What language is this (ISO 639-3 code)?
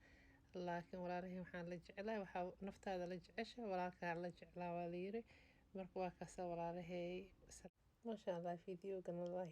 som